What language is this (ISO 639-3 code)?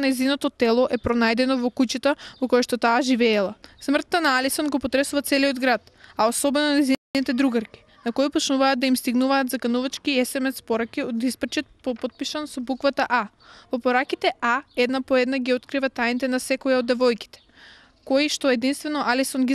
mkd